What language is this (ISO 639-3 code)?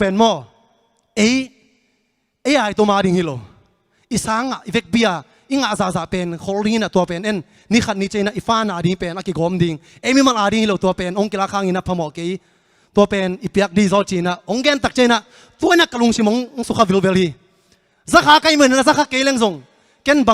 ctd